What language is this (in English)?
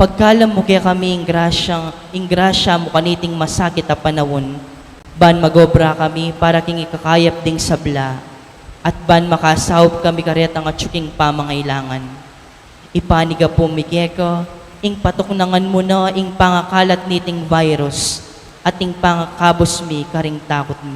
Pampanga